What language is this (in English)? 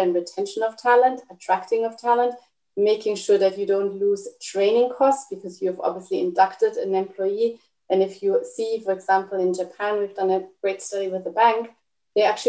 English